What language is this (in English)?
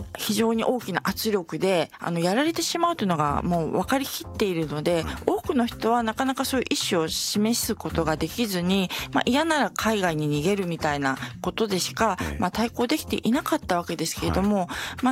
Japanese